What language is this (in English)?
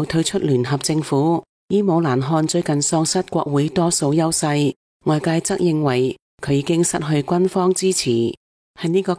Cantonese